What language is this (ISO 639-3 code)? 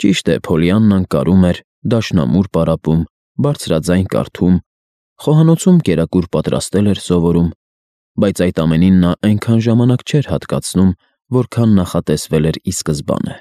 hye